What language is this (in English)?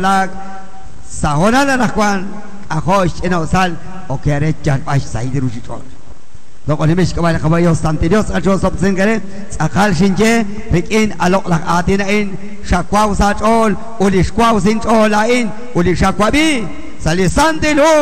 Kekchí